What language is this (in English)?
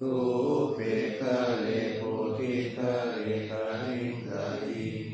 Pali